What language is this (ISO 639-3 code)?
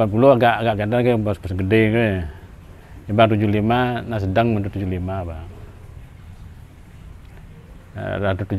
ind